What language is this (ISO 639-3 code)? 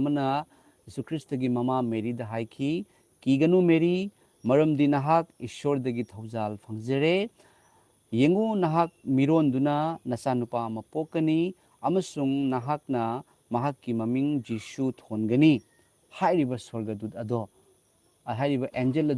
mni